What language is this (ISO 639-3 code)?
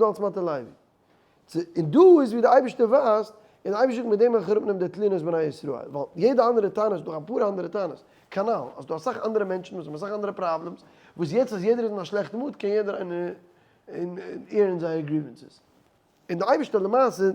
yid